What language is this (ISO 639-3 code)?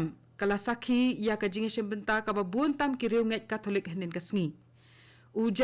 kha